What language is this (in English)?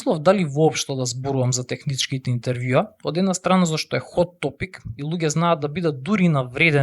Macedonian